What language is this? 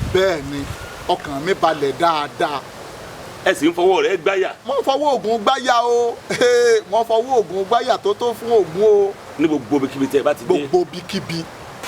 Yoruba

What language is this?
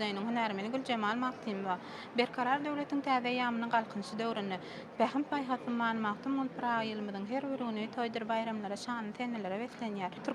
Turkmen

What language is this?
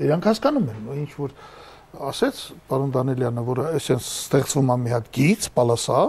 Armenian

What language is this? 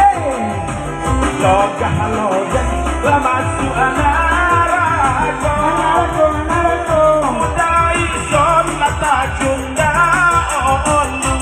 Minangkabau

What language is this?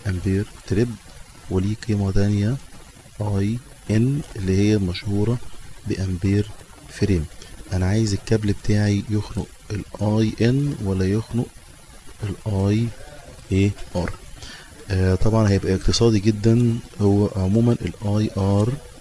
Egyptian Arabic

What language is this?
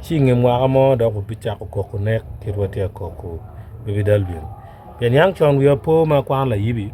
Acoli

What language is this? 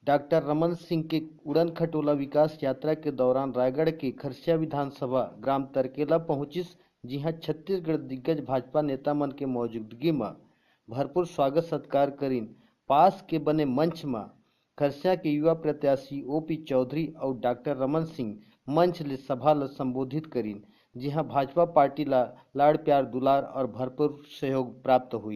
Chhattisgarhi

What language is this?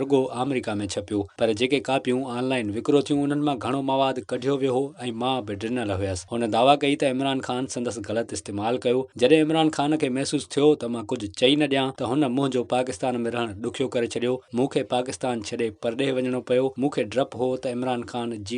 Sindhi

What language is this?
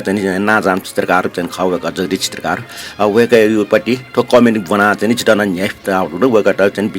Newari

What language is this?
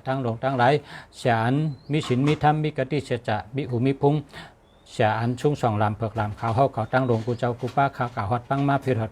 Shan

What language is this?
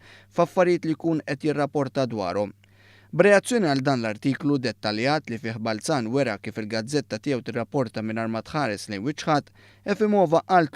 Maltese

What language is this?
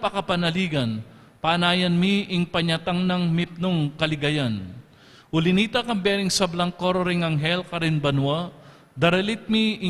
Pampanga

